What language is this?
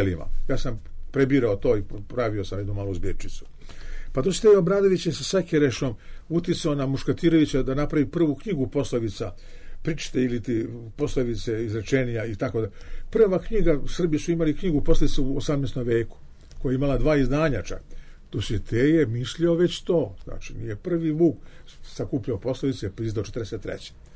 Serbian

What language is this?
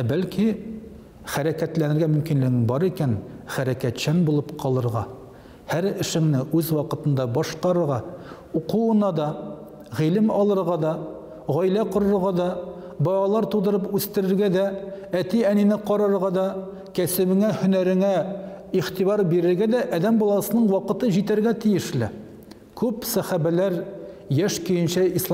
Tatar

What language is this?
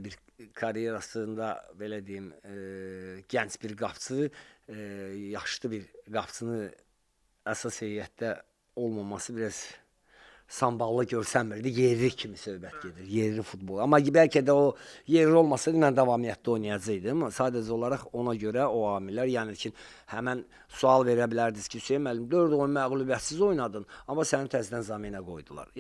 Azerbaijani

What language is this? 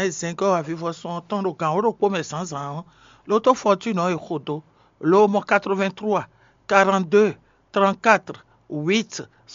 Fon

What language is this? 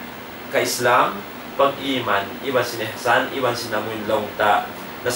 Tausug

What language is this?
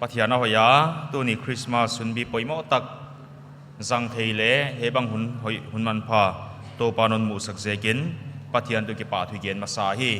Paite Chin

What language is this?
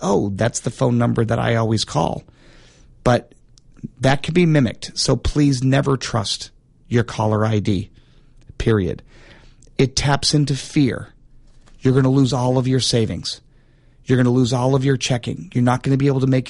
English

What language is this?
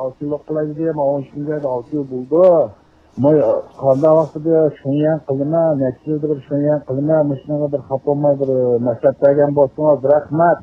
Uyghur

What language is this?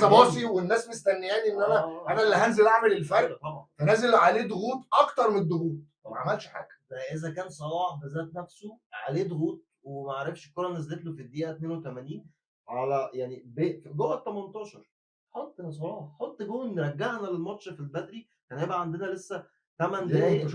Egyptian Arabic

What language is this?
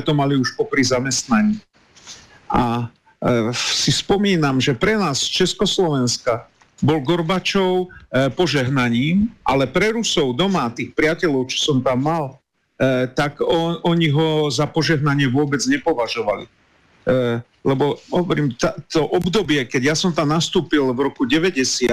Slovak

